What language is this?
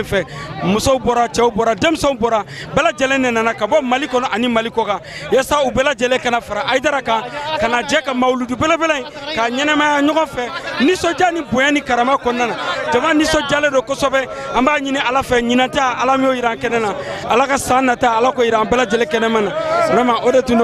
Bambara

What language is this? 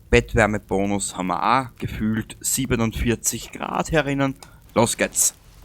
Bavarian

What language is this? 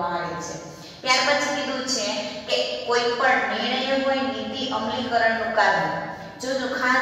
Gujarati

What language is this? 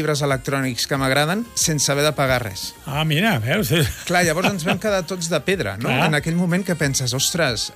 Catalan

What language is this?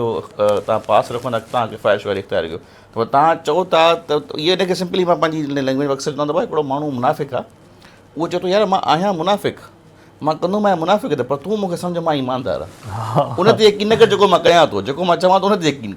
Sindhi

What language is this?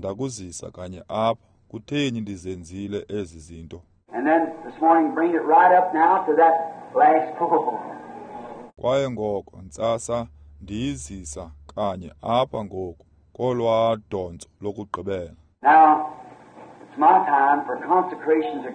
Xhosa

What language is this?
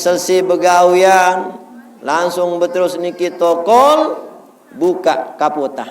Sasak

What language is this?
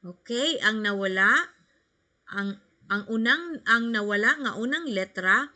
Cebuano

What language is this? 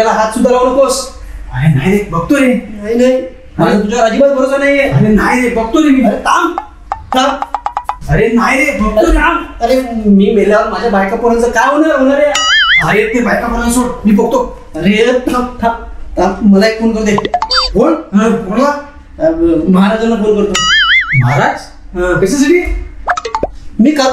Marathi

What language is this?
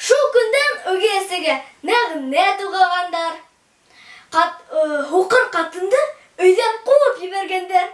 Bashkir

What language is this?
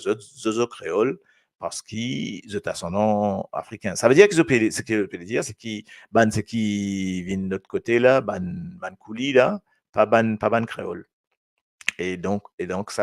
Morisyen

